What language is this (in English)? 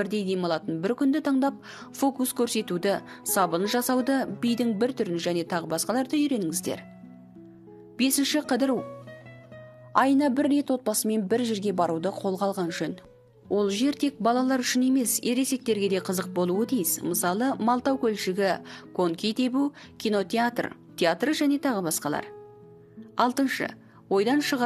Kazakh